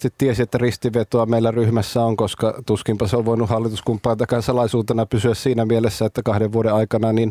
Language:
Finnish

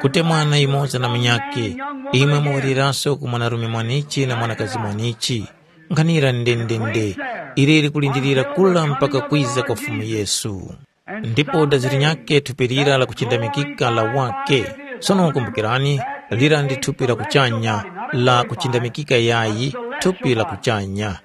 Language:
Tumbuka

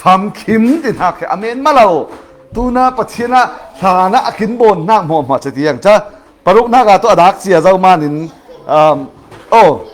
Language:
Falam Chin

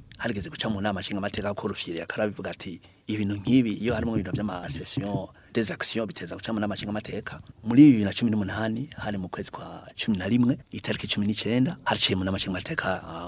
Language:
Rundi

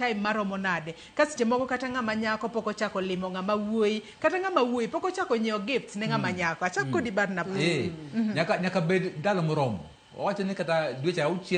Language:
Luo (Kenya and Tanzania)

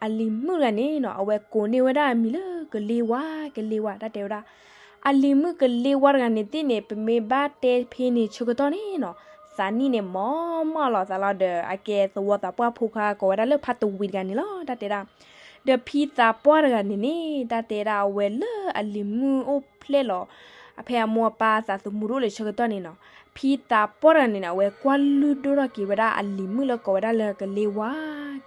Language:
S'gaw Karen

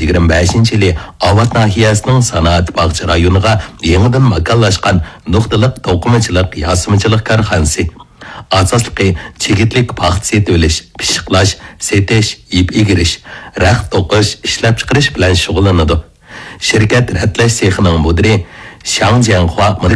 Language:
Uyghur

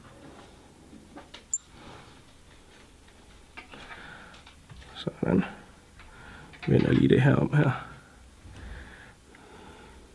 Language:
Danish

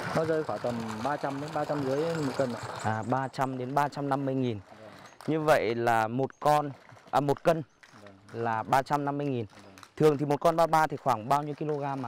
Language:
Vietnamese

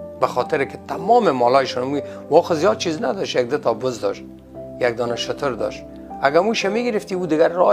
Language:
Persian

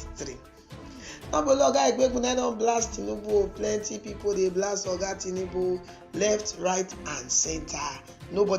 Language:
Nigerian Pidgin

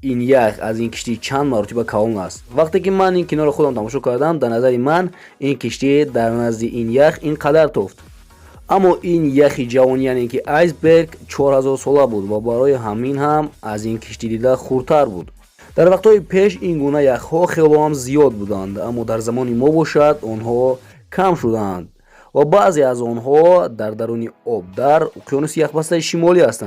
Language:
Tajik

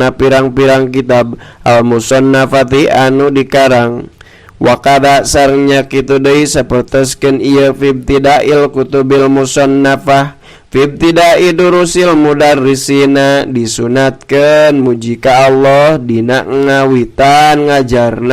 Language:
Sundanese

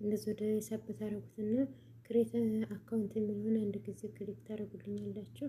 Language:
Amharic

